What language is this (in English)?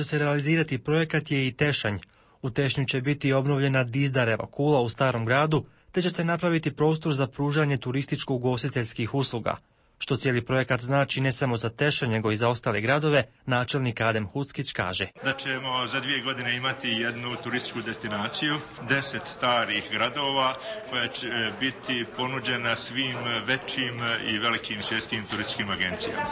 Bosnian